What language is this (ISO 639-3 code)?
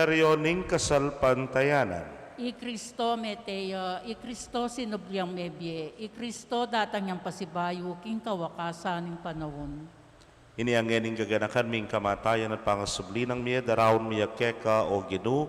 pam